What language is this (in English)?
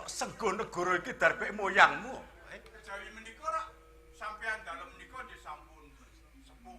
Javanese